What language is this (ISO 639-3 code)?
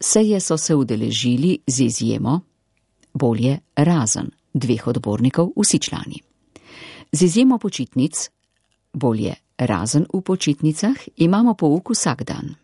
slv